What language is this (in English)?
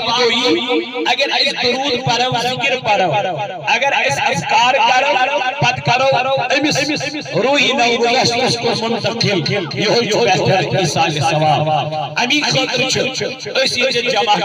Kashmiri